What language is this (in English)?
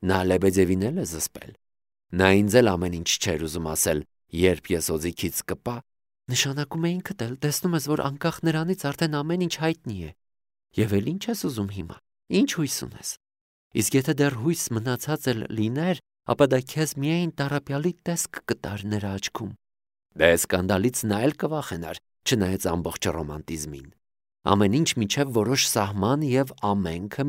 Armenian